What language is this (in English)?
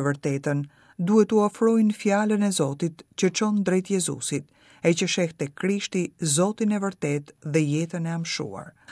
Albanian